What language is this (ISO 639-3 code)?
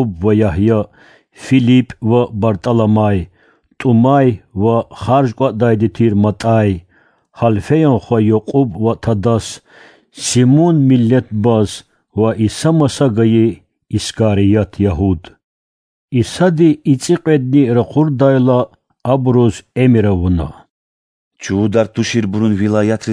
lez